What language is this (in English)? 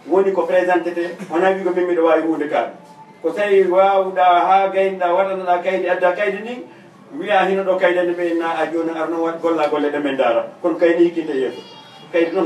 Fula